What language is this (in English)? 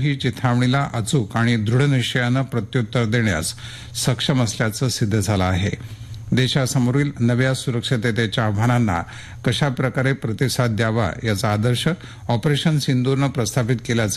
Marathi